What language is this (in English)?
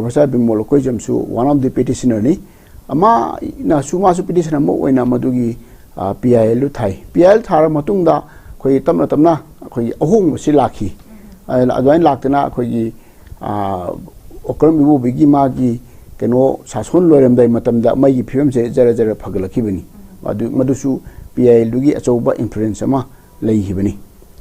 Manipuri